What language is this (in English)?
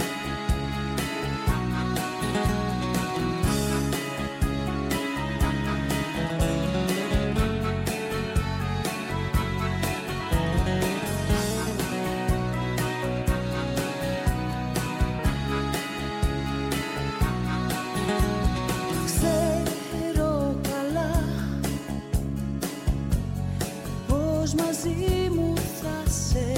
Greek